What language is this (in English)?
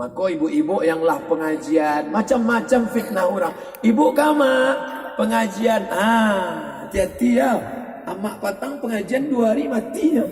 Minangkabau